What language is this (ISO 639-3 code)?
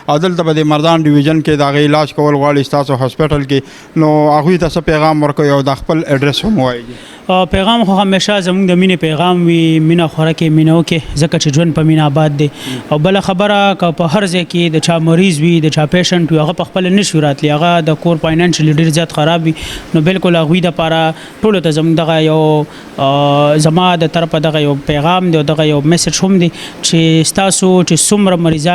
pus